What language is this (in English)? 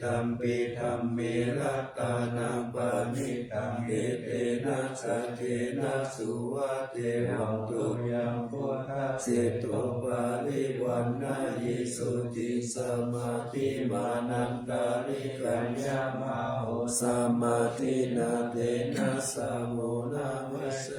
Pali